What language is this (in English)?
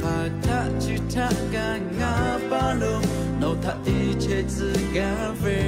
Lahu